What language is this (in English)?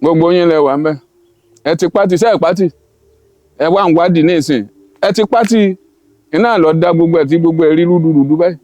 Yoruba